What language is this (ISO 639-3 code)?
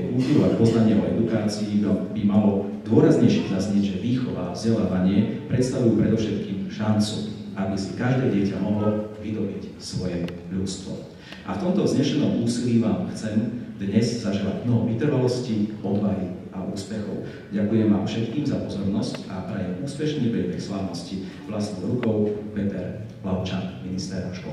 slk